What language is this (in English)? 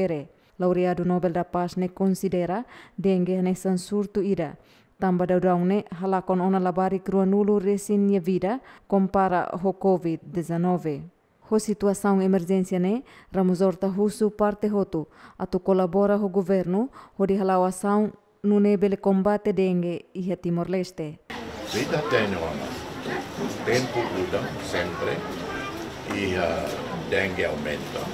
Tetum